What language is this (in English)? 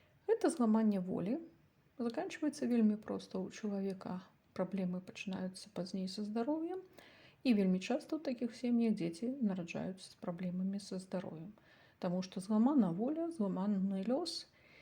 Belarusian